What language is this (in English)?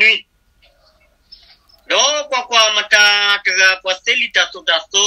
S'gaw Karen